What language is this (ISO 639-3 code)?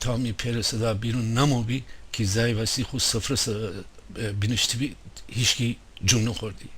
glk